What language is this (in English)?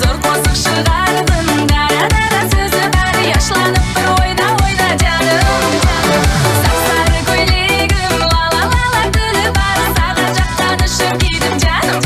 Kara-Kalpak